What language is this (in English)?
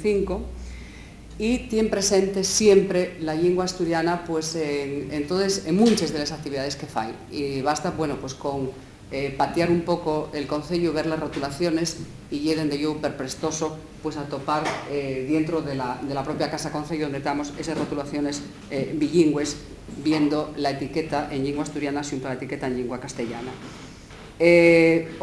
Asturian